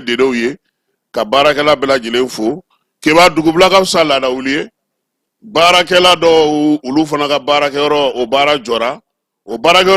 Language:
Bambara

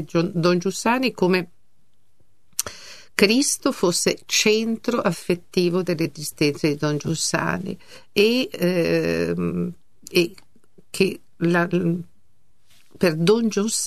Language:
Italian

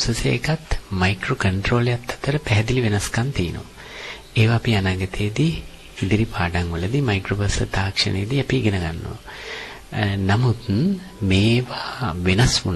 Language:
Sinhala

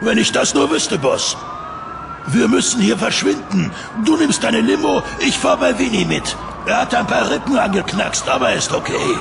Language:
Swiss German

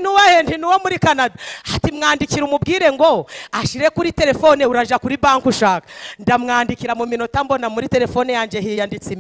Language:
Kinyarwanda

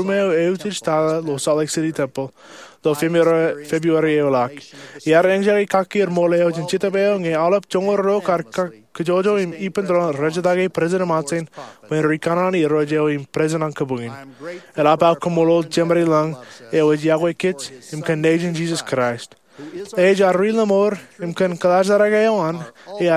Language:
Marshallese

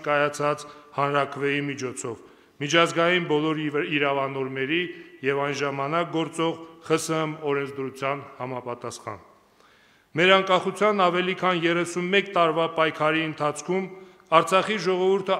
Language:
Armenian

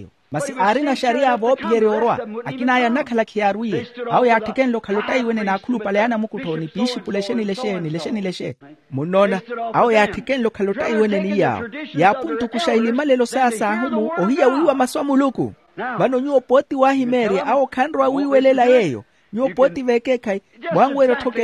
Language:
Makhuwa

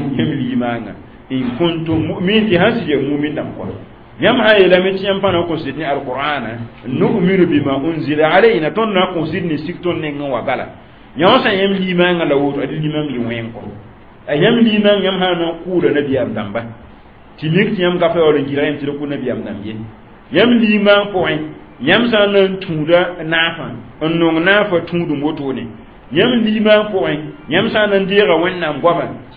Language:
Mossi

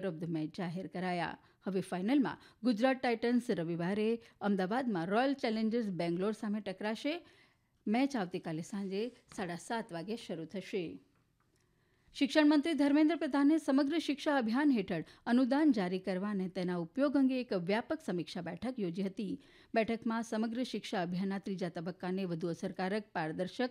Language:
Gujarati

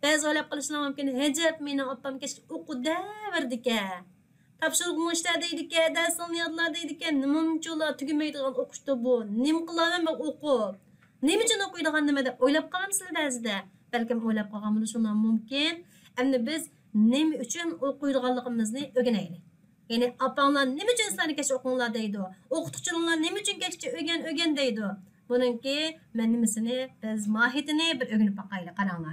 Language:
Uyghur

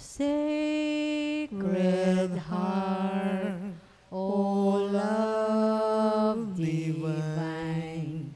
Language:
Pampanga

